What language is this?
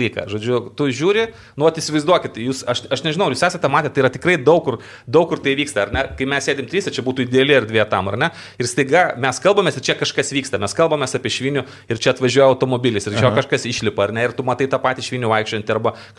Lithuanian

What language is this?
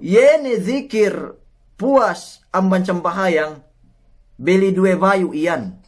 Yakan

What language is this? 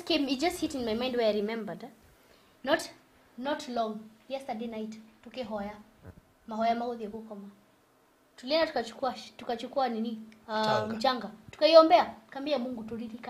Kikuyu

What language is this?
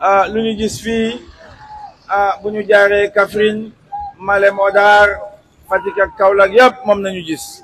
Wolof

